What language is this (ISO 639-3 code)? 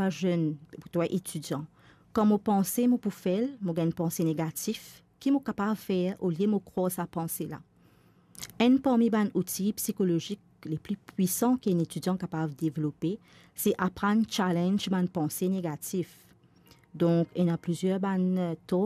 mfe